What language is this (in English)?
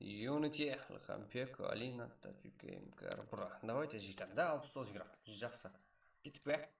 Kara-Kalpak